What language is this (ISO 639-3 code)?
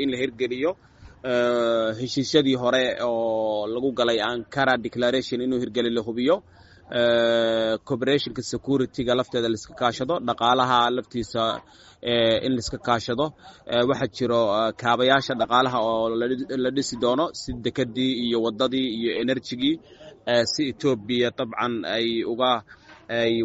som